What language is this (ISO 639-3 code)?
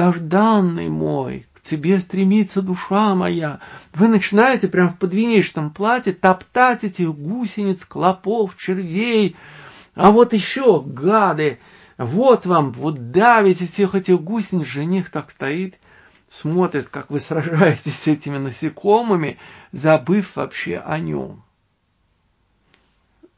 rus